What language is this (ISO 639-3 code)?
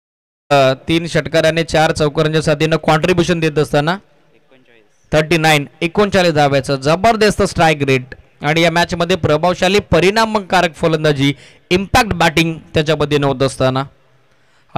mar